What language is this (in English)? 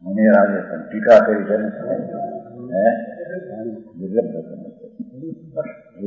Gujarati